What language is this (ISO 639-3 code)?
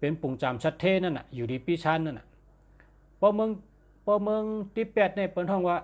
shn